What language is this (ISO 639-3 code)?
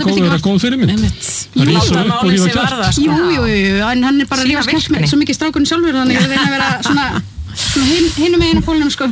isl